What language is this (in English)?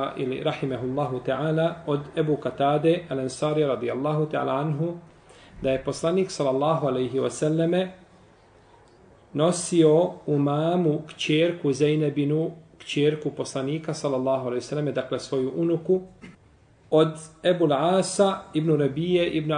Bosnian